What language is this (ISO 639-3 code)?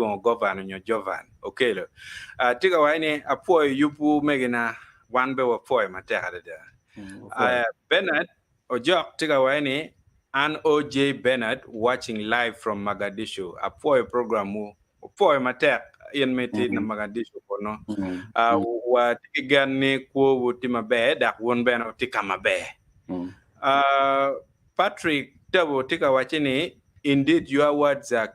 ach